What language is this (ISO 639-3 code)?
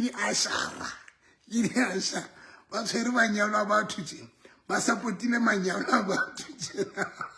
sot